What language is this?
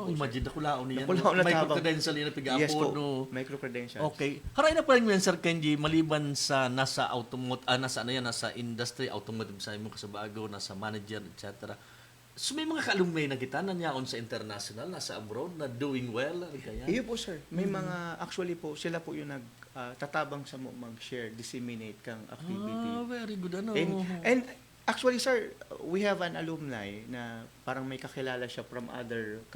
Bikol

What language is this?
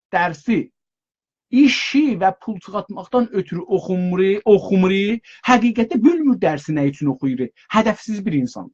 South Azerbaijani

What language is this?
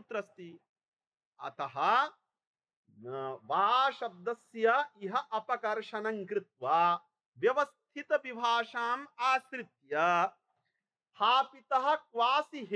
Sanskrit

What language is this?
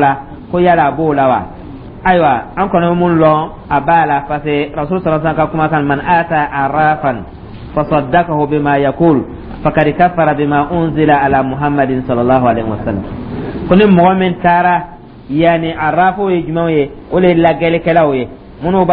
Dyula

